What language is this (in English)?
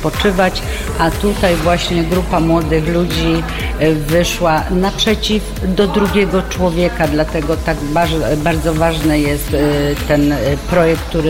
Polish